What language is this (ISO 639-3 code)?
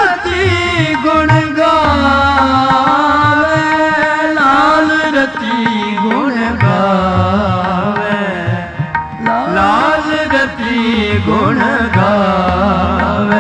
pan